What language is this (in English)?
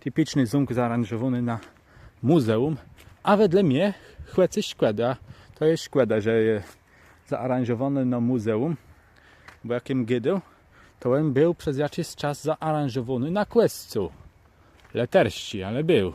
Kashubian